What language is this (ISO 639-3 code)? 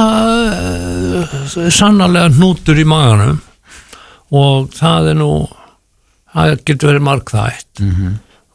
isl